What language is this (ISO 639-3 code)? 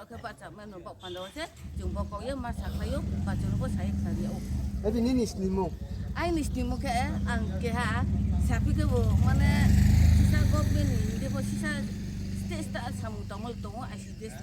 ria